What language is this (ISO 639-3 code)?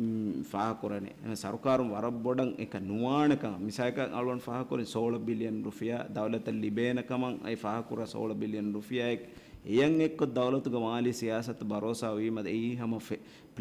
div